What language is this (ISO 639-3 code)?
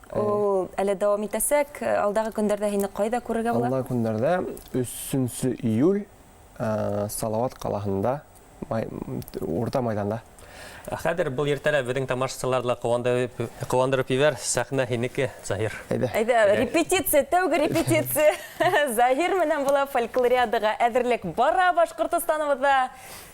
bak